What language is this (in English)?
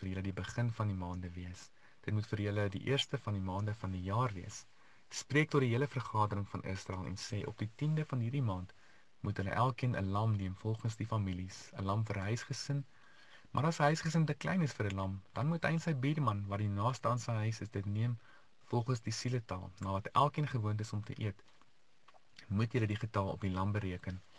Afrikaans